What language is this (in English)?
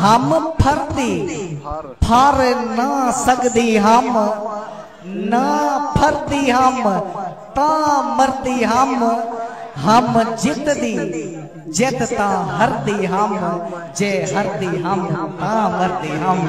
Saraiki